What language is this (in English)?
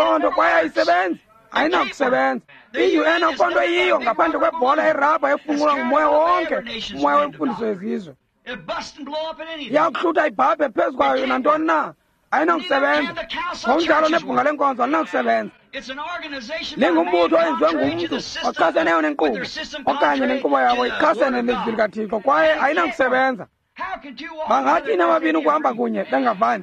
Xhosa